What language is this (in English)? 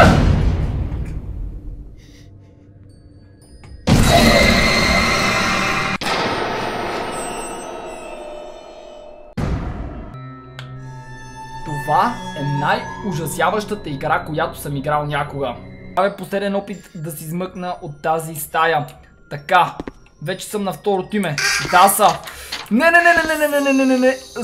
Bulgarian